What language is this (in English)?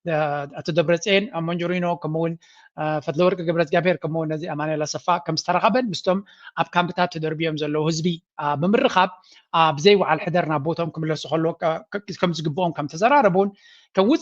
Tigrinya